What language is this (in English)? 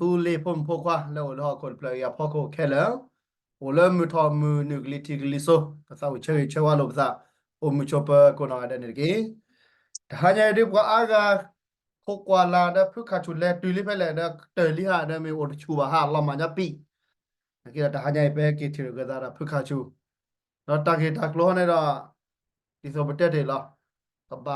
S'gaw Karen